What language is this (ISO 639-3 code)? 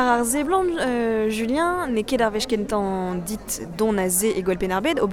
bre